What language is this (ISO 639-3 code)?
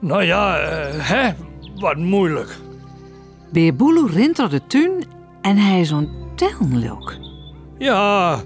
fry